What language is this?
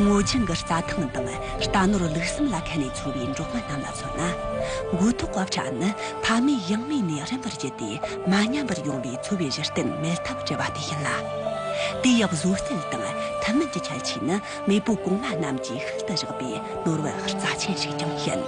Tibetan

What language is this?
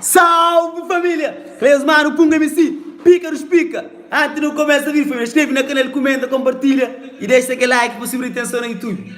Kabuverdianu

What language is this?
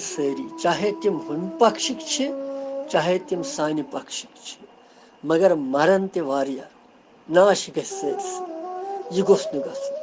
Kashmiri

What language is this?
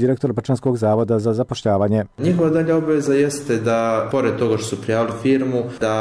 Bosnian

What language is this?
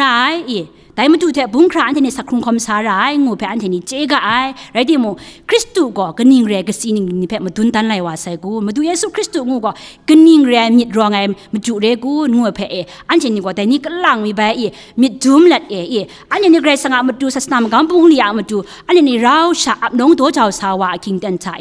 Kachin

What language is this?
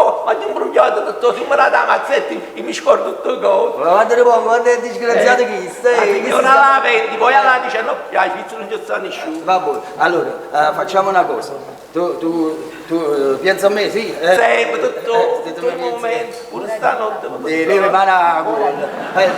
Neapolitan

